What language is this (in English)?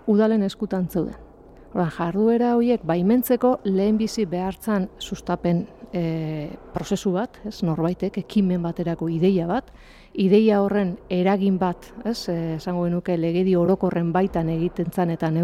Basque